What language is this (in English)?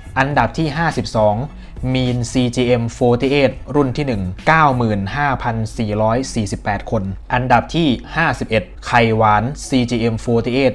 Thai